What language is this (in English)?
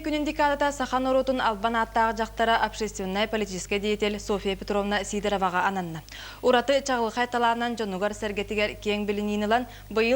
Yakut